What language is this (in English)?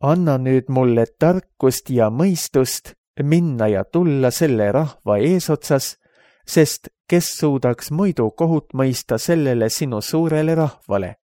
Estonian